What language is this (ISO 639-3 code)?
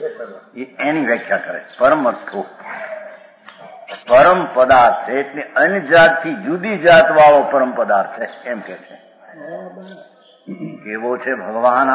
guj